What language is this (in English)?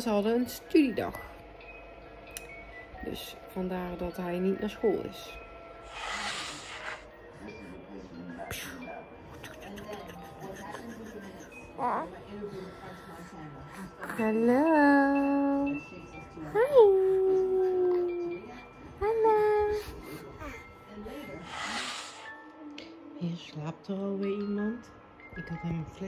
Dutch